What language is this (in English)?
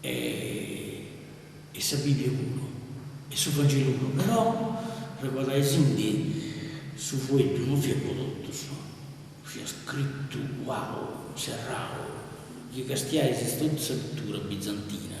Sardinian